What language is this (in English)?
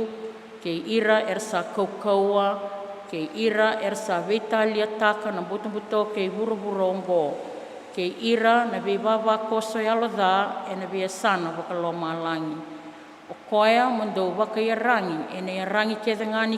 Fijian